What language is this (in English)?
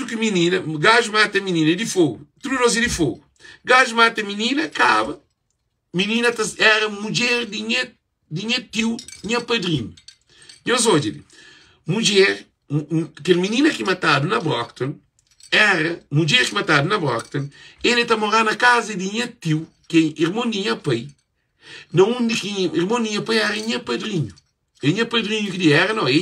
Kabuverdianu